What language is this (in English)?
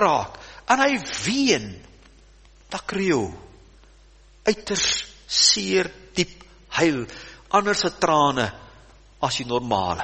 Afrikaans